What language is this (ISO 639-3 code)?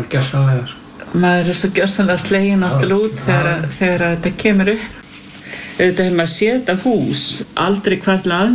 isl